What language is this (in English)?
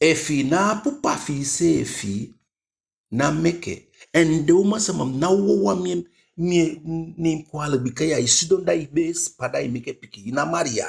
Eastern Maroon Creole